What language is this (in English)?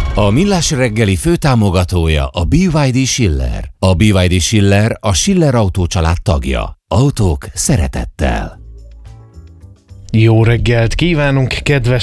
Hungarian